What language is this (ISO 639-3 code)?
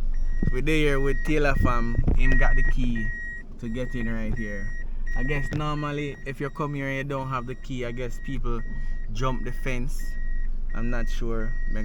jam